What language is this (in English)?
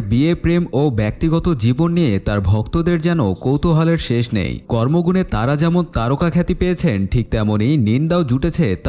Bangla